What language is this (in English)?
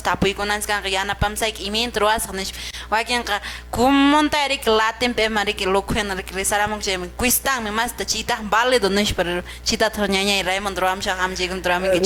Quechua